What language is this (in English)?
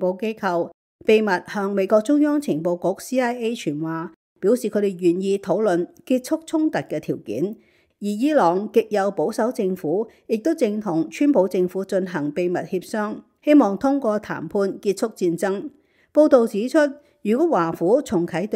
Cantonese